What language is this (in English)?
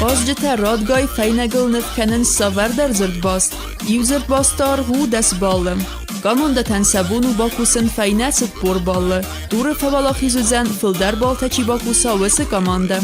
Ossetic